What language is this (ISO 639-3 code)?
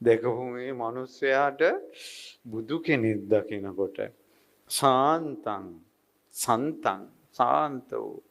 sin